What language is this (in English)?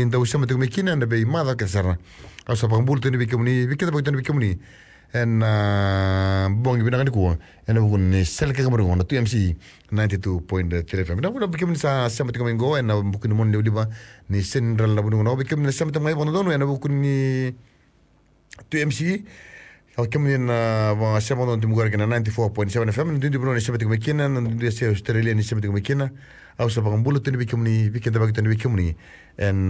Fijian